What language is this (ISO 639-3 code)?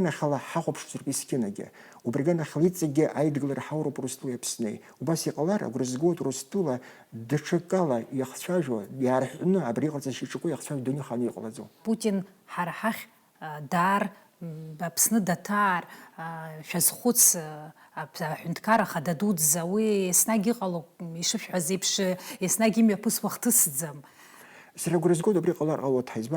abk